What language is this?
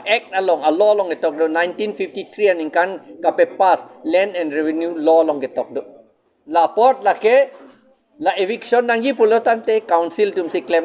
Karbi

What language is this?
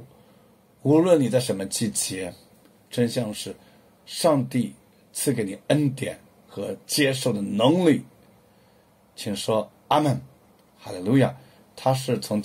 Chinese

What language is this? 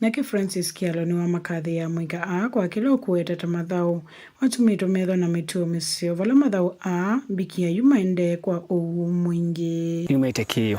Kamba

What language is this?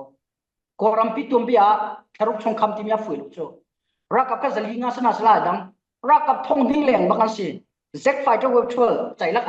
Falam Chin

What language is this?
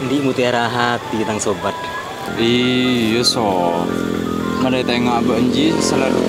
Madurese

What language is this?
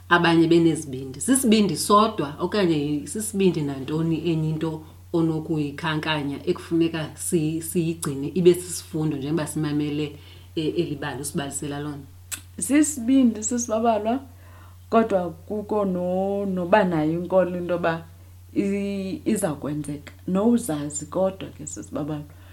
Xhosa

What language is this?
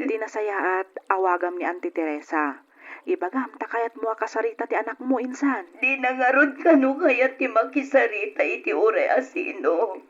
Iloko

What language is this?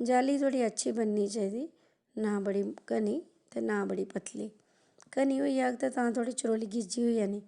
Dogri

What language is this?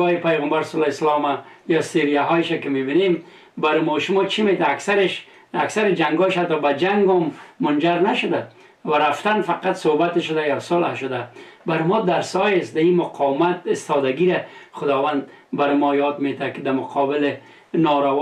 Persian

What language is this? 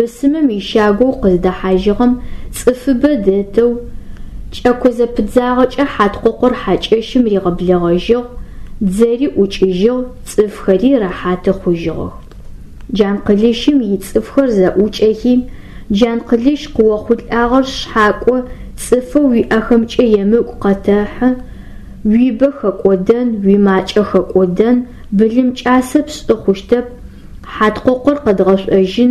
Adyghe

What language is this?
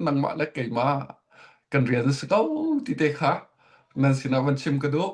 Hakha Chin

